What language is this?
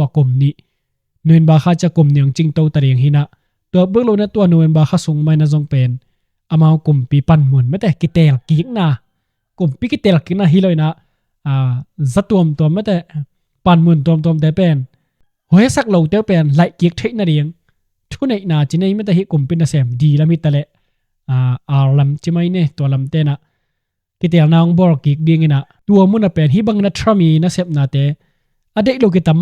Tedim Chin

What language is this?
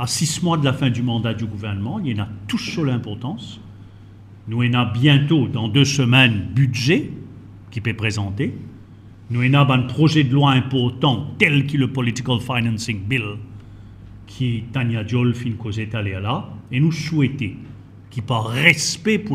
Morisyen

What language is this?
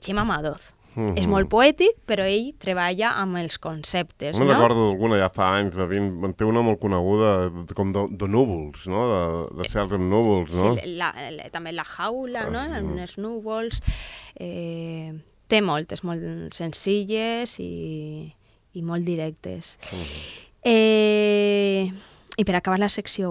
Catalan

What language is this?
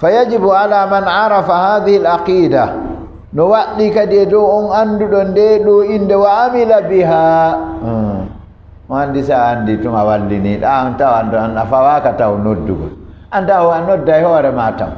Fula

